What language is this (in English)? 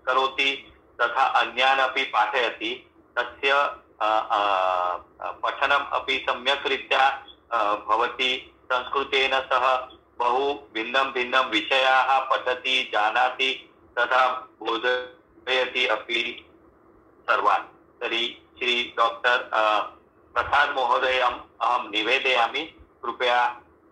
Sanskrit